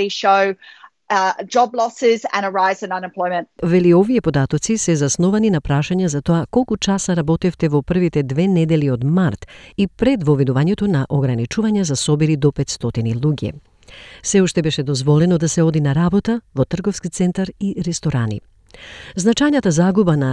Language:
Macedonian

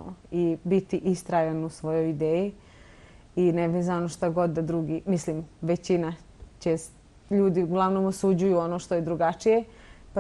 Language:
Bosnian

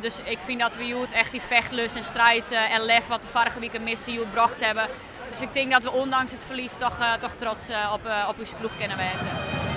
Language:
Western Frisian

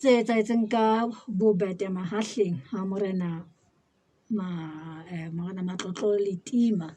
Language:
Southern Sotho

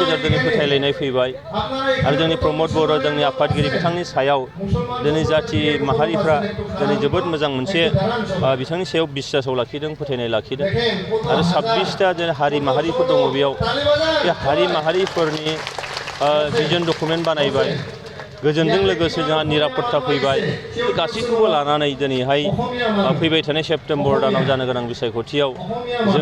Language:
Bodo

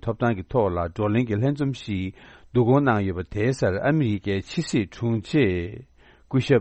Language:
Tibetan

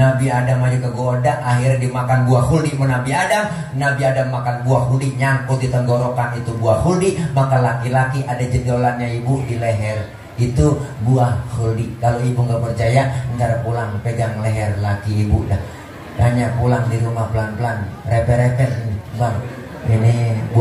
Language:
Betawi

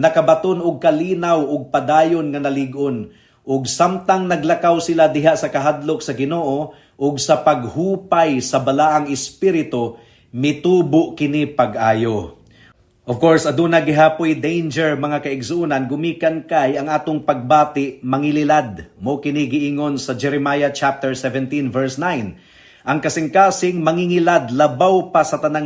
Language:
Cebuano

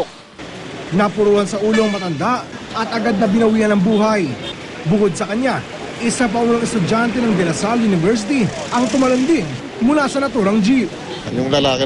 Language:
Filipino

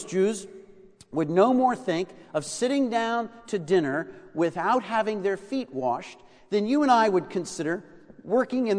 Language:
English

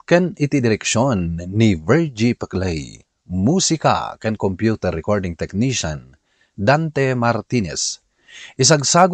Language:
Iloko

